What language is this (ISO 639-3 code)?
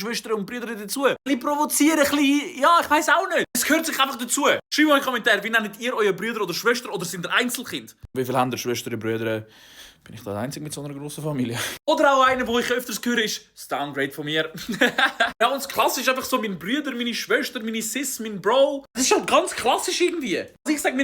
gsw